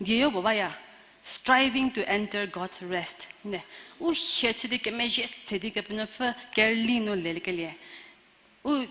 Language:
Angami Naga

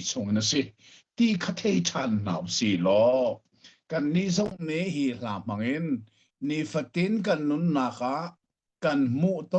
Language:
Hakha Chin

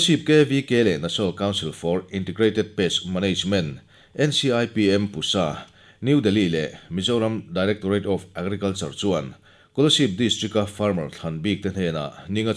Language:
Mizo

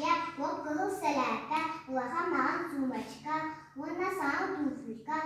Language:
Yakut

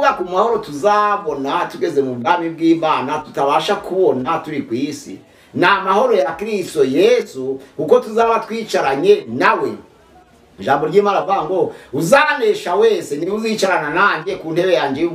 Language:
Kinyarwanda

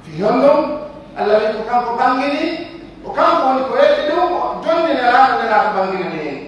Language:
Pular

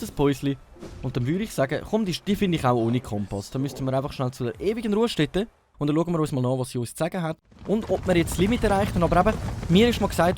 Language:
Swiss German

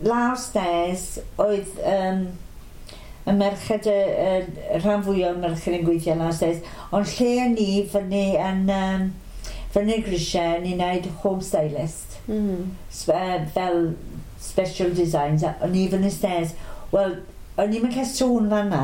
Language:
Welsh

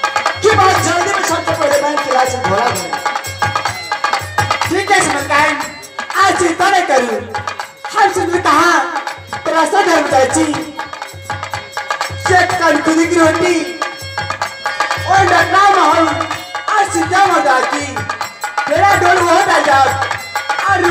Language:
Maithili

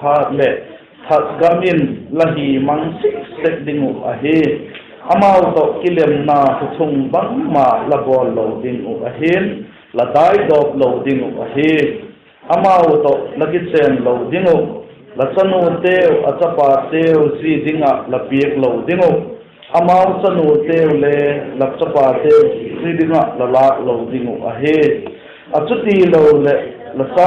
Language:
Vaiphei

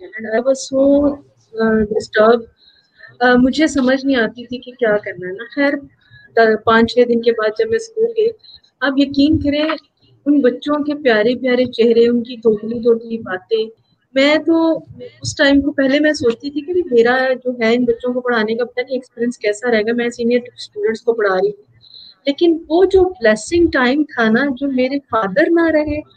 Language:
Urdu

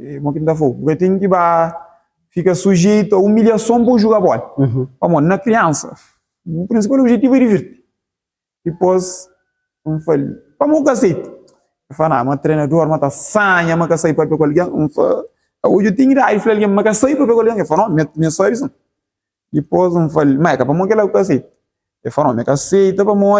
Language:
Kabuverdianu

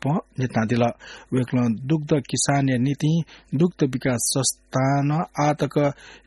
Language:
Newari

